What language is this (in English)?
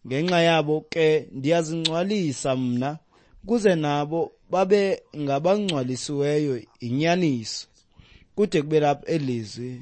Xhosa